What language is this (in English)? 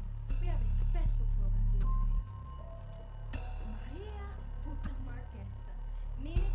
English